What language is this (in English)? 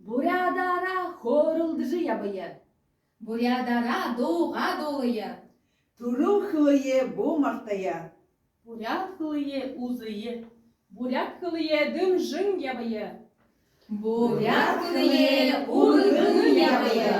Buriat